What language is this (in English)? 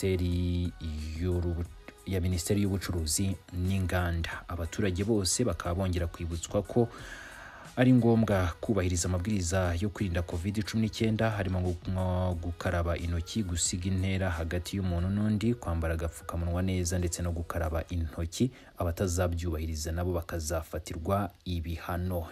Kinyarwanda